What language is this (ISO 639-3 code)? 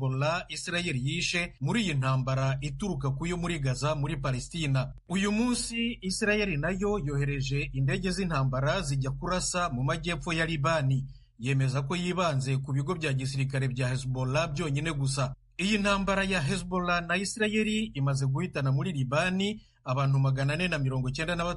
kin